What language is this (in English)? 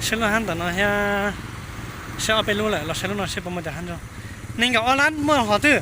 Hmong